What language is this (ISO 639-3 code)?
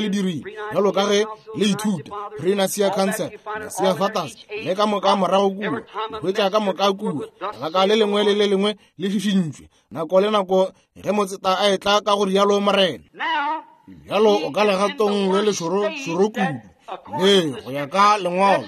nso